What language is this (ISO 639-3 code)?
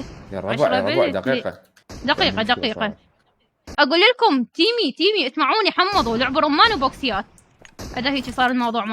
acm